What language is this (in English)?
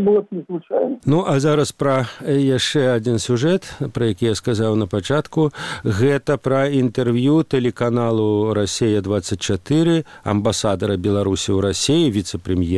Belarusian